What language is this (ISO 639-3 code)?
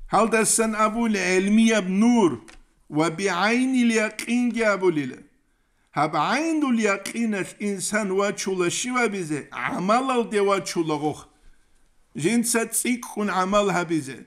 ava